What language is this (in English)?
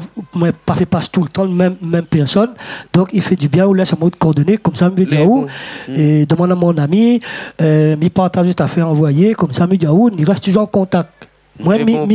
Réunion Creole French